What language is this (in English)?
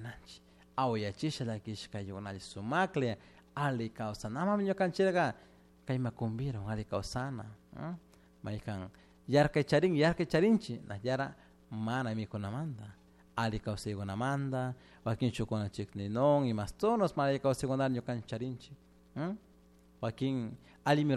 Chimborazo Highland Quichua